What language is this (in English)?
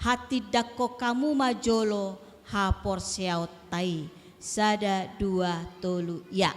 Batak Toba